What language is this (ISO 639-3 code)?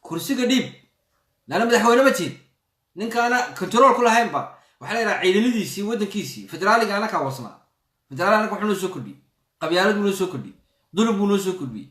som